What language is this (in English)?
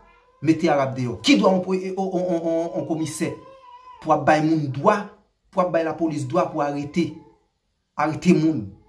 Haitian Creole